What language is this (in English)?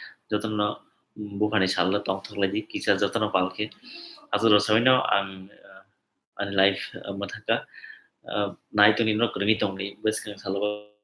Kok Borok